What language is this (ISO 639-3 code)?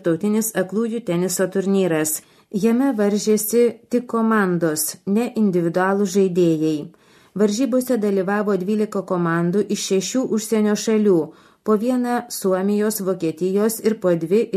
lit